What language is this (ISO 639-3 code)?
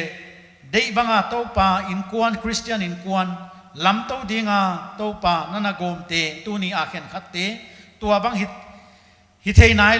pck